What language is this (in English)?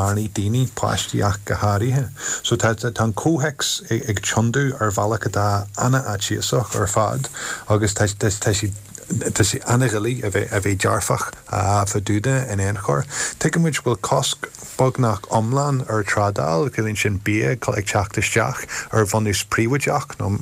Irish